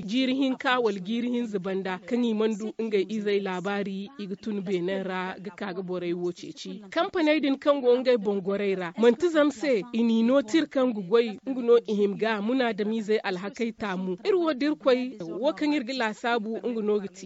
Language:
Zarma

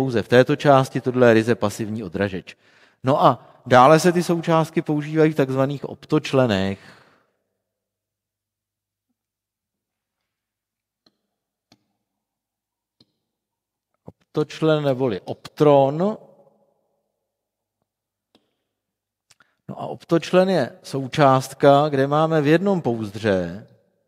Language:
Czech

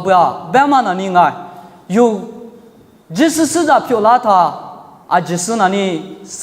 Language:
Lisu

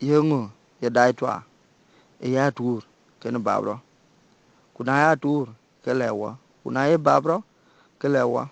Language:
Dinka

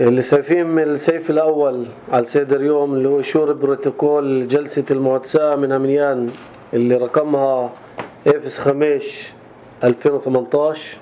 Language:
North Levantine Arabic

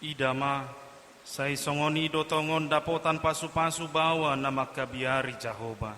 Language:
Batak Toba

